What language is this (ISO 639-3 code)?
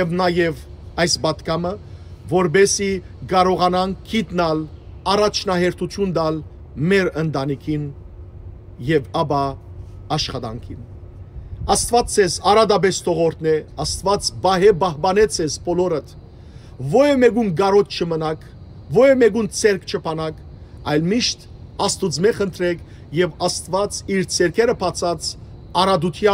hyw